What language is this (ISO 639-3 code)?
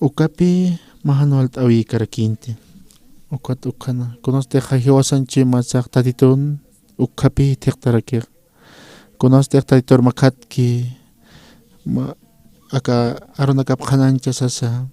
aym